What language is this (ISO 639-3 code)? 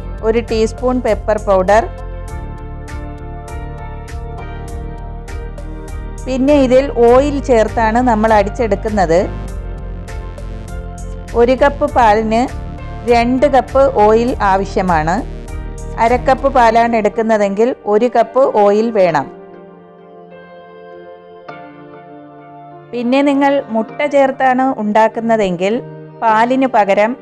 mal